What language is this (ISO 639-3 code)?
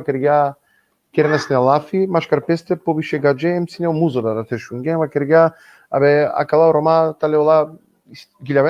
rmn